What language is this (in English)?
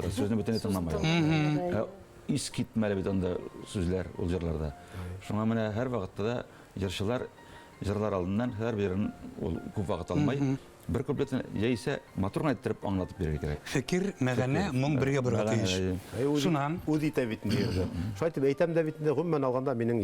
Bashkir